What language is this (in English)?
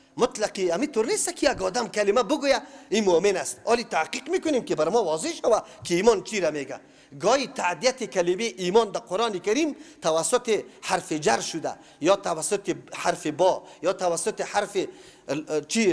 Persian